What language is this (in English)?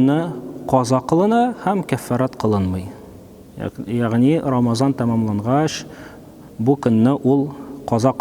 Tatar